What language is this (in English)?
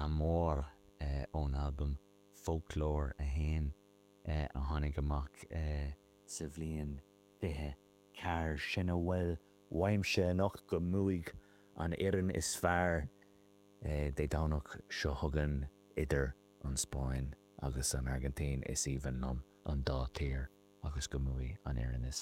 Irish